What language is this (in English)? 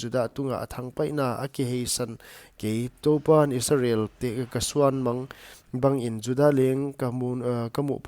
Paite Chin